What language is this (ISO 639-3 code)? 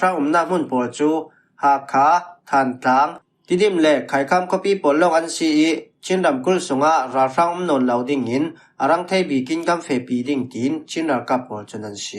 cfm